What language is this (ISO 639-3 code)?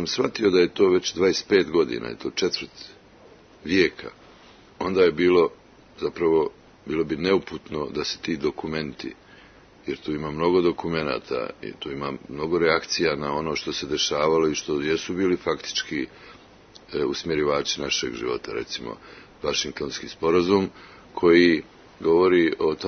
srp